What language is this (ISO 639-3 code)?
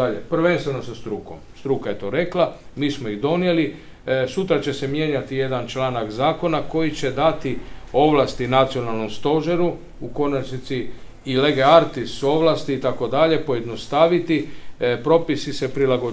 hrv